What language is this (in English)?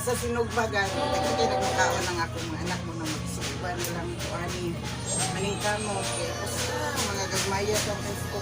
Cebuano